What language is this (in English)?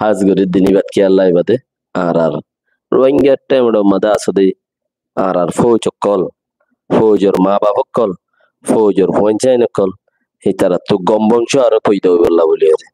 Rohingya